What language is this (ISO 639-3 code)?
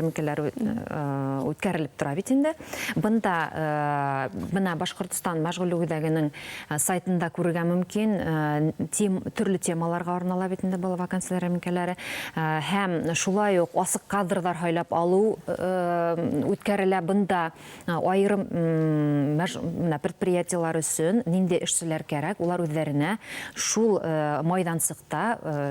bak